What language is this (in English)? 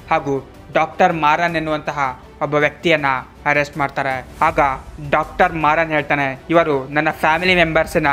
Kannada